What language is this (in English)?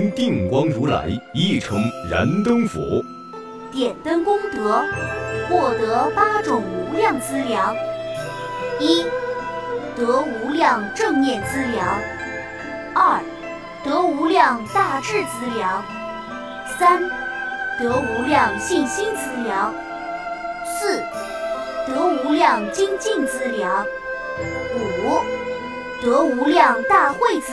Chinese